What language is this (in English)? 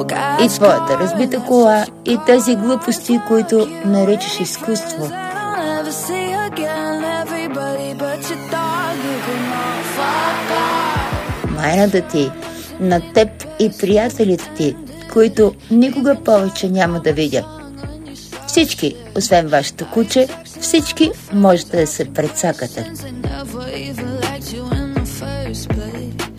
Bulgarian